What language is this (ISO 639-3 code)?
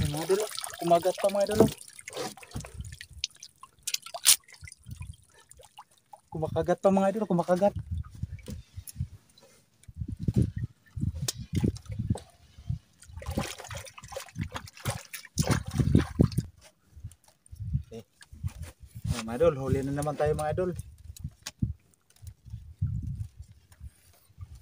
fil